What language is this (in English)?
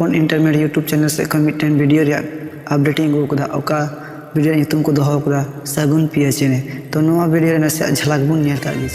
Santali